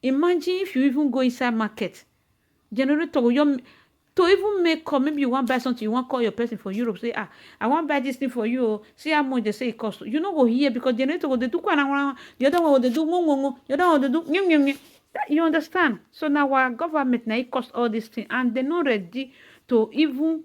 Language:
Nigerian Pidgin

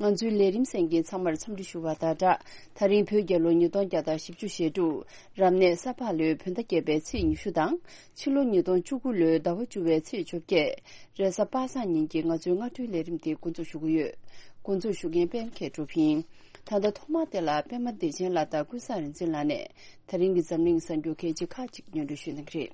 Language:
Tibetan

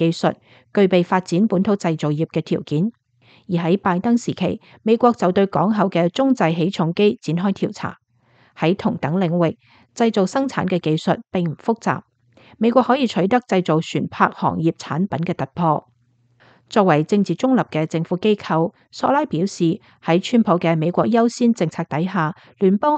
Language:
Cantonese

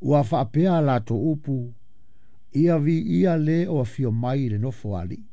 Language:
Samoan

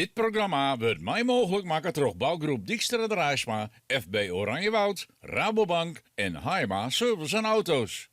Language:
Western Frisian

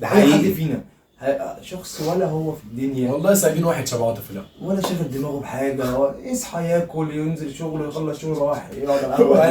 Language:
Egyptian Arabic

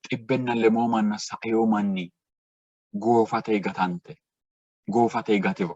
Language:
Sidamo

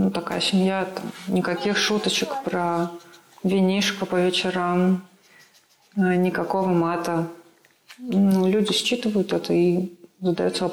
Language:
Russian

